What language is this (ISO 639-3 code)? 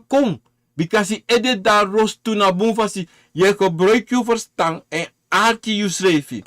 srn